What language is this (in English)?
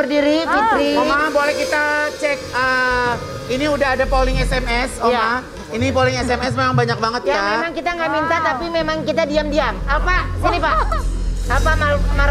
Indonesian